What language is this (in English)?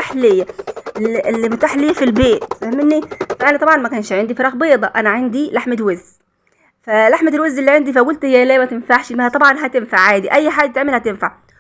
Egyptian Arabic